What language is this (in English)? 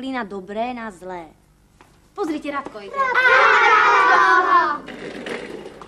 Slovak